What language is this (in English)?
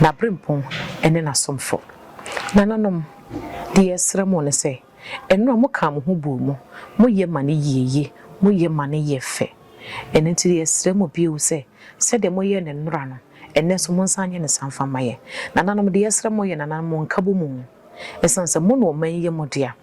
Akan